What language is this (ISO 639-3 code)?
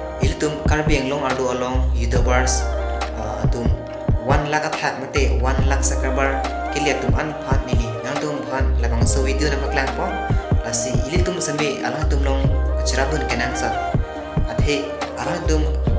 mjw